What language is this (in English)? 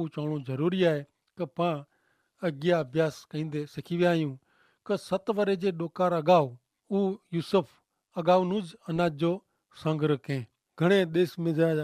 Kachhi